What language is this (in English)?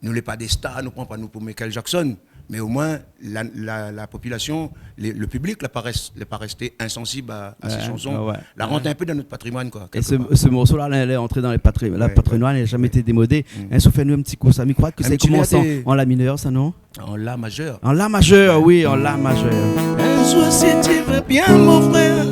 Réunion Creole French